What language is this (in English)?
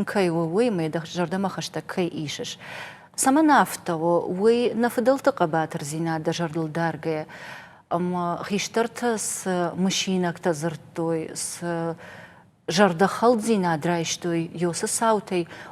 Ossetic